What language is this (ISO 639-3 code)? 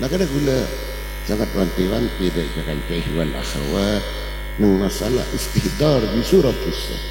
mad